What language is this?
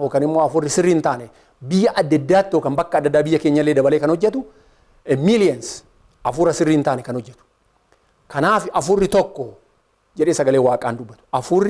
Oromo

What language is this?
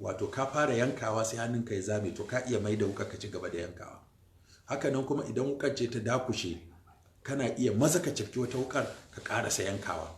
Hausa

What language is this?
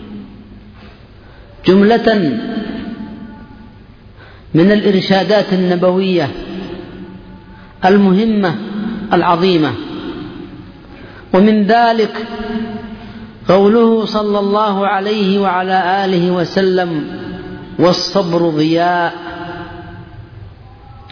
Arabic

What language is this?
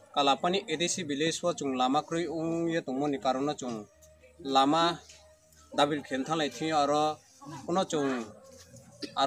Riang (India)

